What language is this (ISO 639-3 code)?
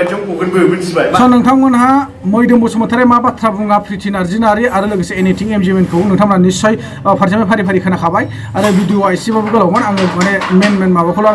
brx